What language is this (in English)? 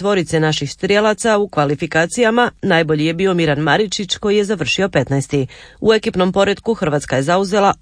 Croatian